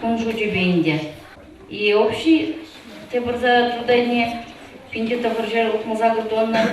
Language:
Chuvash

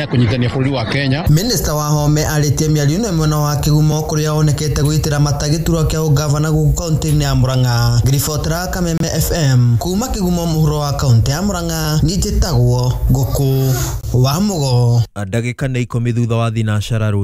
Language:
Kikuyu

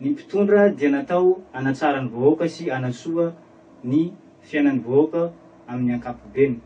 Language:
Malagasy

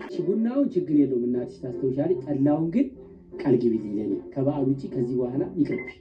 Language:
Amharic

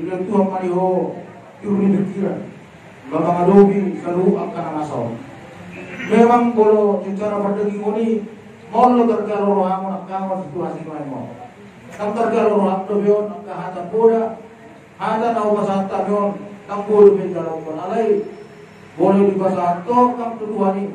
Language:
Batak Toba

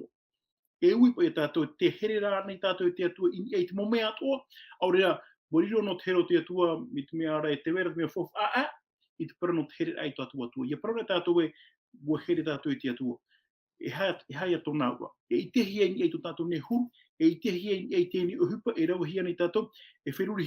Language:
Tahitian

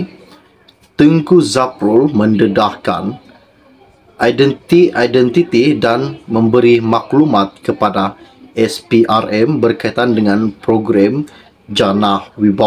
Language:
Malay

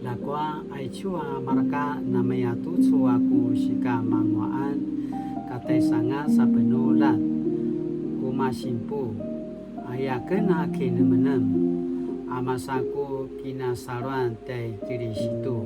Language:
Paiwan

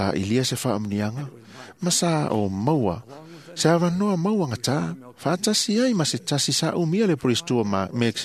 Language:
Samoan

